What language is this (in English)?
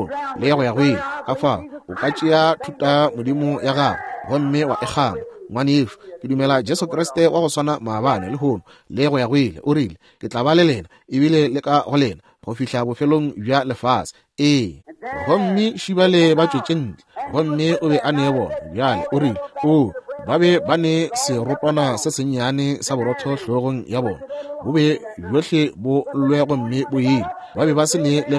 Northern Sotho